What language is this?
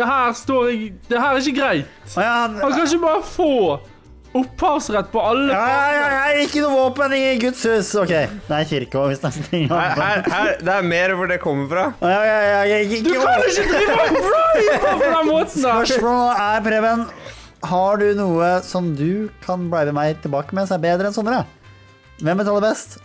Norwegian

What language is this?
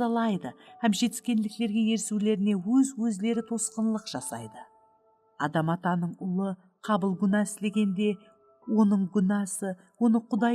Kara-Kalpak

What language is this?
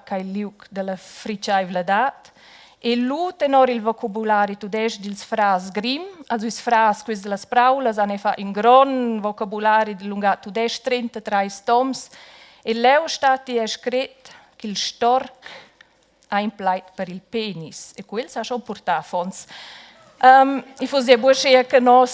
Romansh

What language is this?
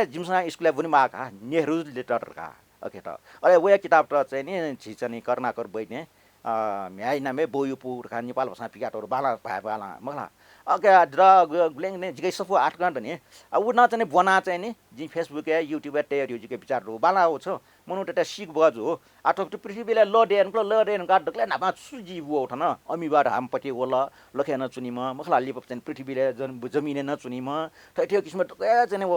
Newari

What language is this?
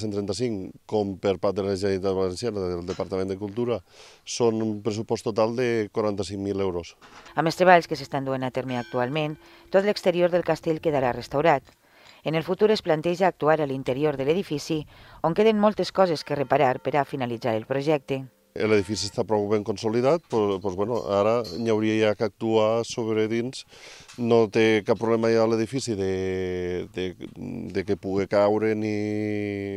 Catalan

